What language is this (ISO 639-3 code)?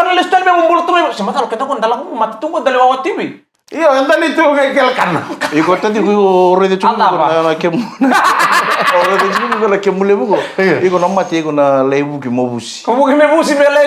fij